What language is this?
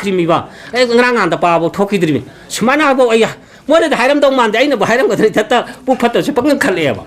Manipuri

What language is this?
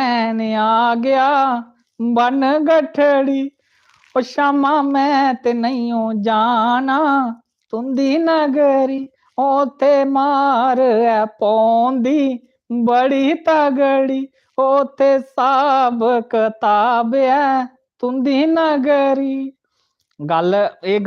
Dogri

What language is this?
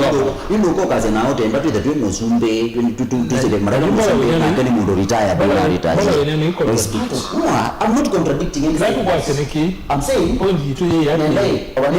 Kamba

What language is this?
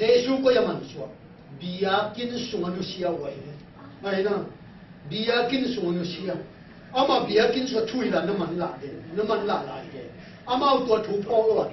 Tedim Chin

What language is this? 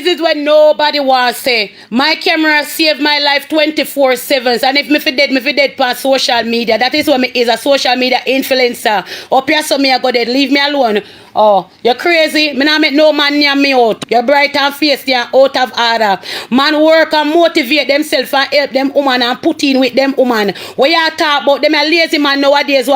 Jamaican Creole English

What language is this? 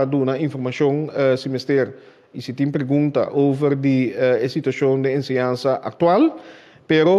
Papiamento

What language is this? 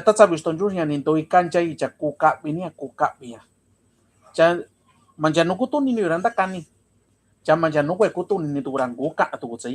Mixtepec Mixtec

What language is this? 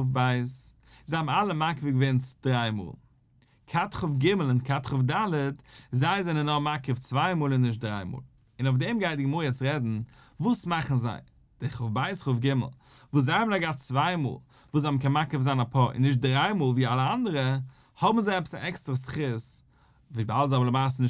Yiddish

